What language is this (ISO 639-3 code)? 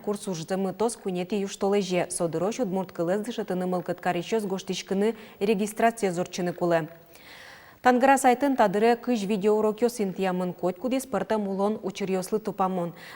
udm